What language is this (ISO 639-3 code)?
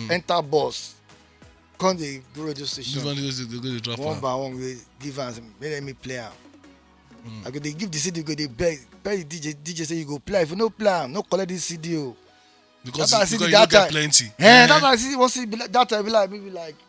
pcm